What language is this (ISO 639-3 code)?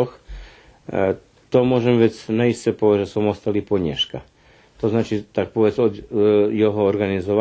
rue